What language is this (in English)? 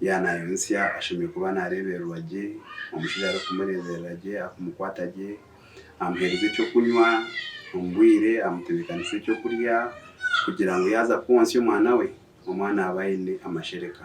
Nyankole